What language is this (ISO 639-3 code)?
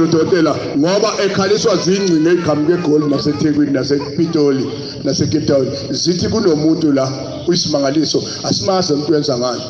zul